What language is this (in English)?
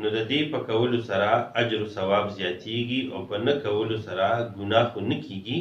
Pashto